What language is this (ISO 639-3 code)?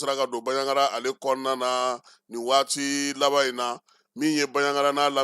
bam